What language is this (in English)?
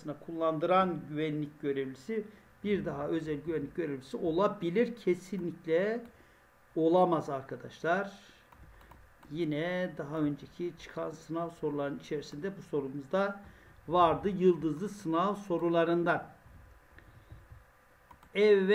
Turkish